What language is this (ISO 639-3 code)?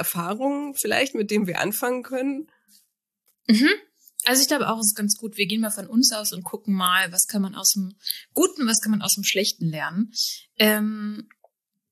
deu